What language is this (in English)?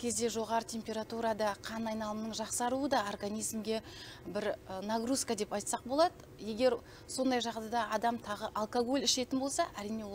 Kazakh